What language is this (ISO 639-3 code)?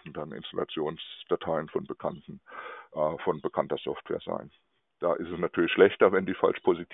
deu